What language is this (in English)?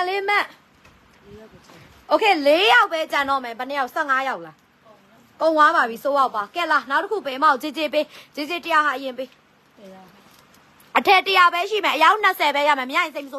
Burmese